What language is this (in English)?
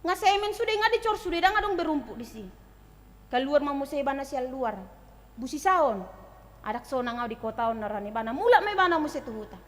Batak Toba